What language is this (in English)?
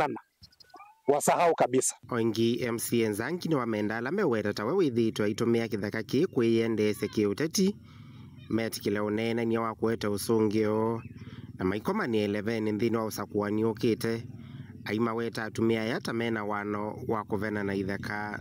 Kamba